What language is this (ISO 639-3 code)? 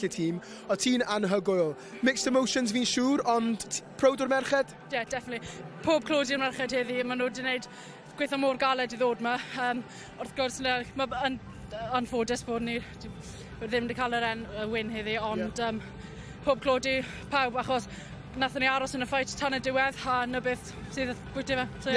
cym